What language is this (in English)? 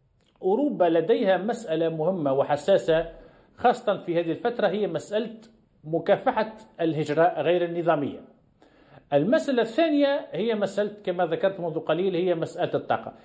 Arabic